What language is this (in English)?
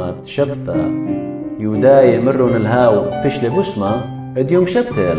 Assyrian Neo-Aramaic